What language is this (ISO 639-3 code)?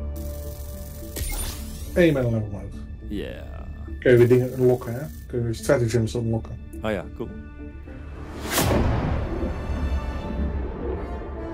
nld